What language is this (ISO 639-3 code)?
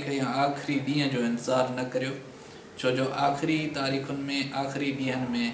snd